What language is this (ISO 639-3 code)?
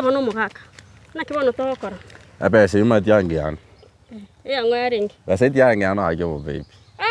guz